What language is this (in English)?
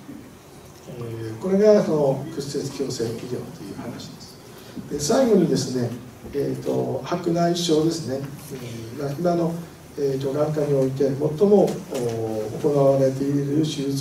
Japanese